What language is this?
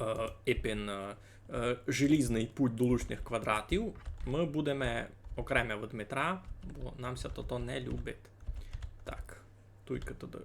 Rusyn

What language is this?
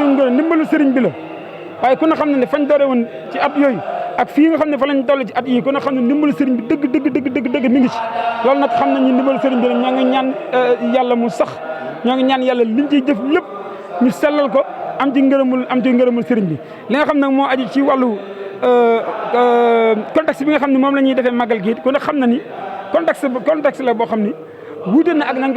Wolof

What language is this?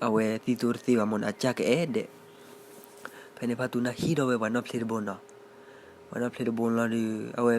S'gaw Karen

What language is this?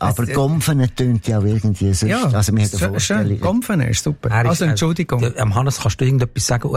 German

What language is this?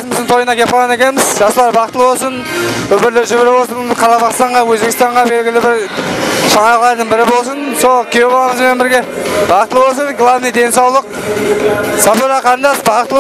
Kara-Kalpak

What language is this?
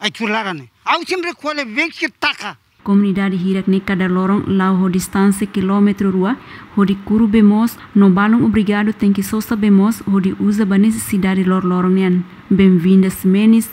Tetum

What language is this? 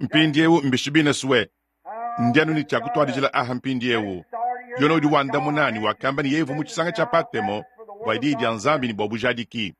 Luba-Lulua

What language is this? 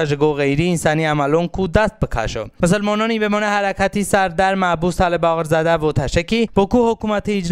Talysh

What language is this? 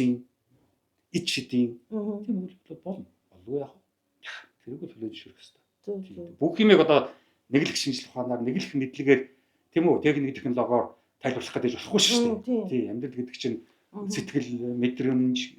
Mongolian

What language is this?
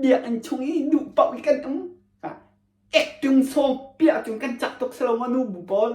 Hakha Chin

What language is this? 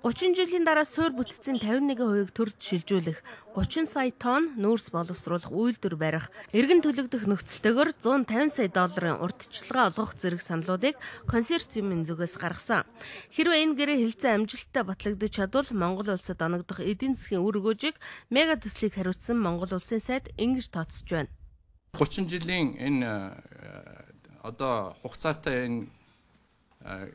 Mongolian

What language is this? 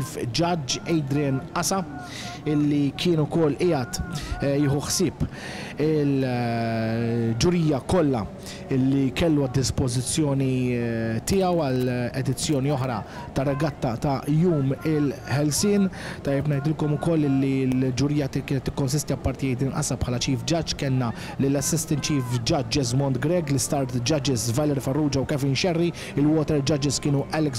Maltese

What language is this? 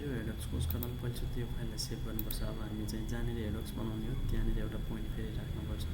Nepali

